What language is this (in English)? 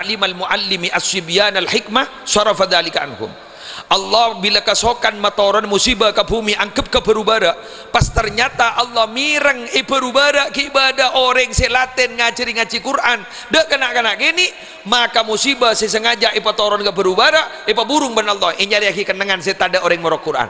Madurese